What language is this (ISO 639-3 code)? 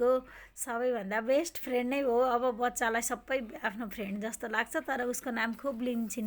nep